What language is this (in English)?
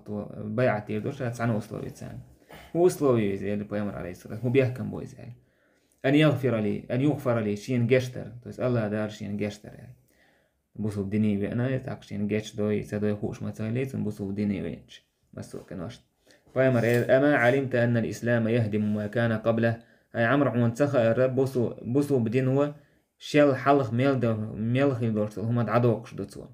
Chechen